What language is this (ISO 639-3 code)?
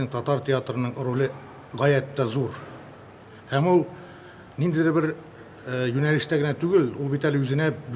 tat